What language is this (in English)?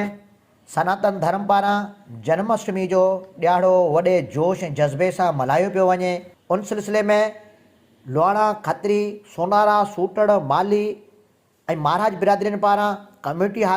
Sindhi